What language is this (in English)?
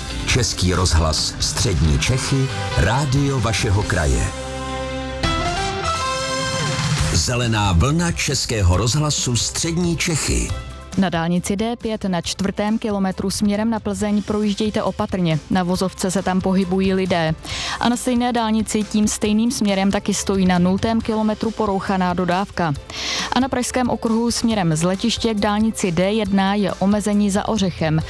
Czech